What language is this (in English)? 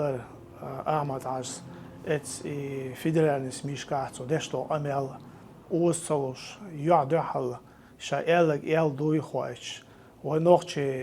Chechen